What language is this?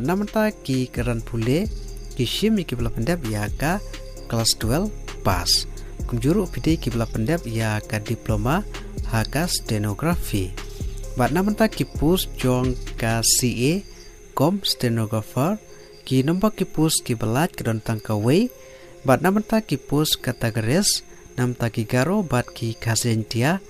Khasi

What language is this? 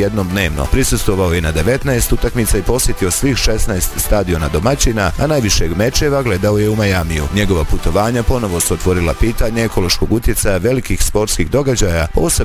Bosnian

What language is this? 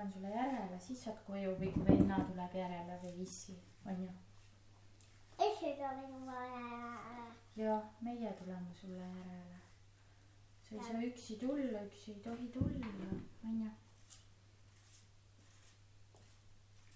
Estonian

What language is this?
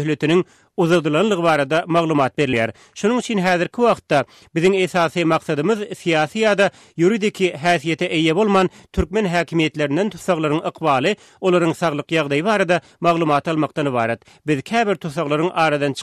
Turkmen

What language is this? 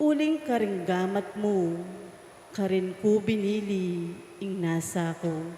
Pampanga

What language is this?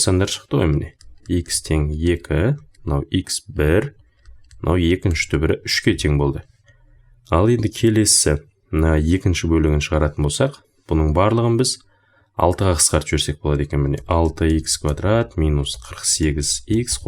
Kazakh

